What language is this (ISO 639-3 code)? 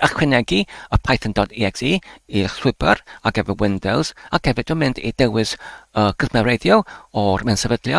cym